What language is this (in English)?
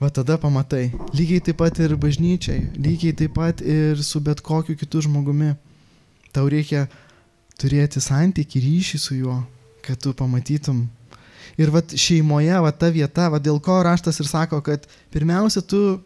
Lithuanian